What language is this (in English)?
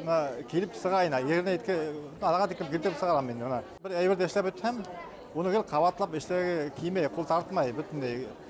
Bashkir